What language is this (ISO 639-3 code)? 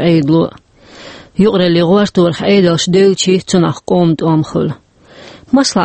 che